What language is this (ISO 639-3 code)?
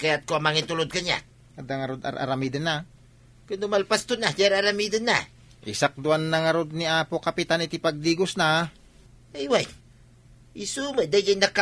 ilo